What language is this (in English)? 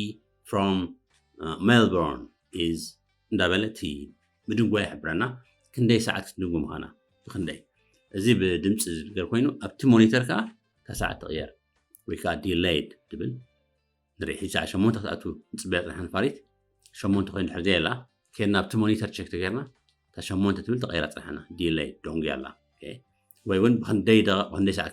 Tigrinya